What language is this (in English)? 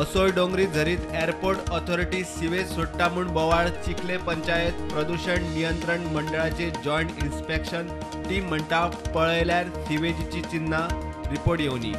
Konkani